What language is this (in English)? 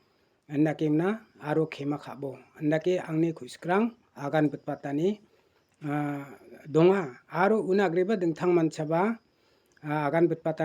Garo